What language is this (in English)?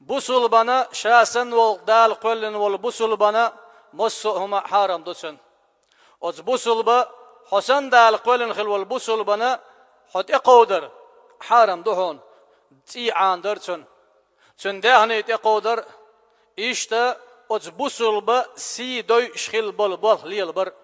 Chechen